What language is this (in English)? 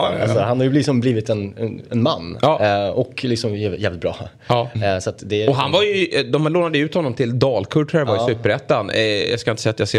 Swedish